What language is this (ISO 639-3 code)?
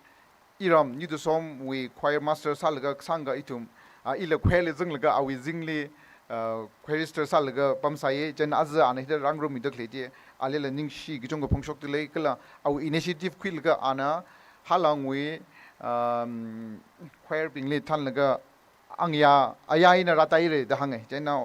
nmf